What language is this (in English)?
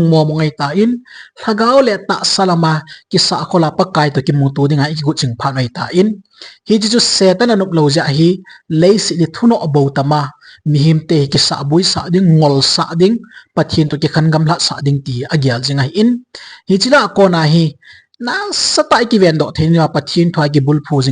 Thado Chin